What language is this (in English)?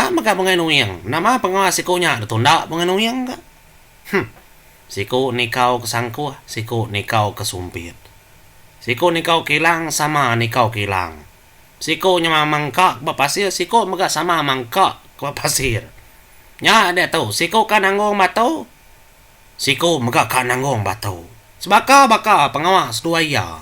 Iban